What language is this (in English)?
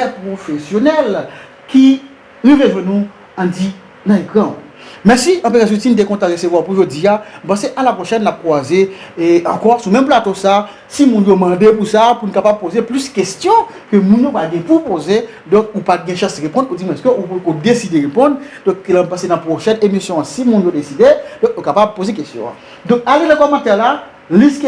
Haitian Creole